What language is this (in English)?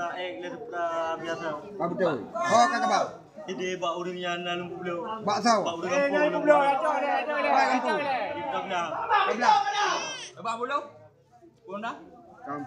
Achinese